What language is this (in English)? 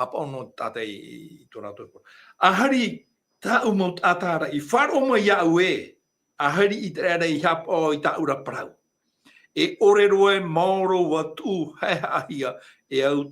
Tahitian